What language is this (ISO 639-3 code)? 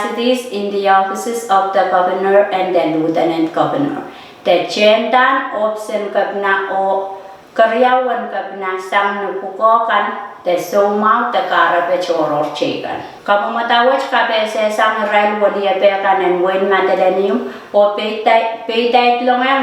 pon